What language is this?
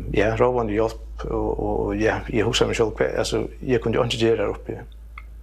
Faroese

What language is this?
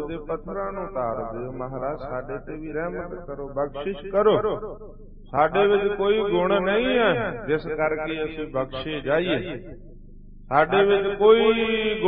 Punjabi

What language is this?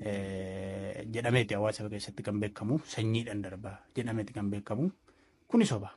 Oromo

